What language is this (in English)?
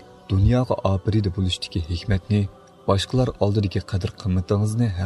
Uyghur